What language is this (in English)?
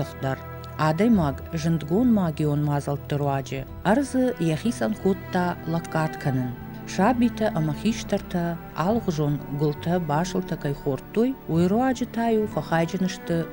Ossetic